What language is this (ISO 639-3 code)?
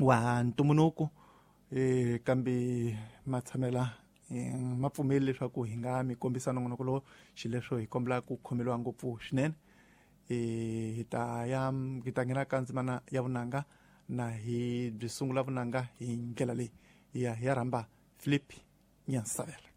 tso